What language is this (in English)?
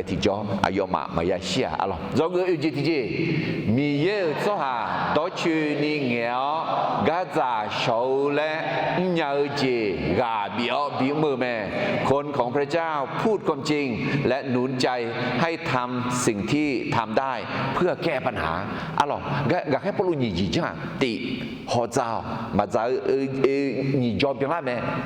Akha